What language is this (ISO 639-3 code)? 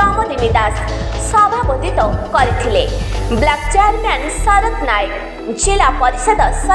ori